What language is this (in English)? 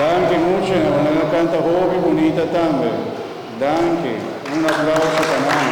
Papiamento